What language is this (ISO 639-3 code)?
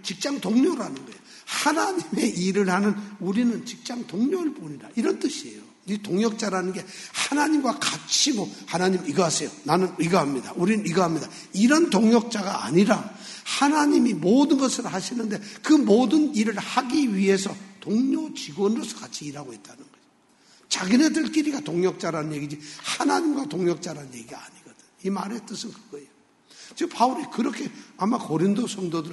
kor